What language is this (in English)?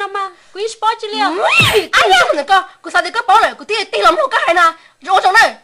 Hmong